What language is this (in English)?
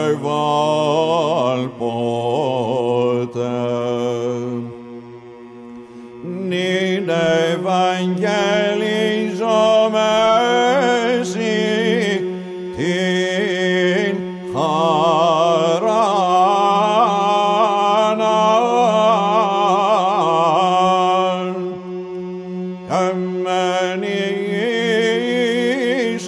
Greek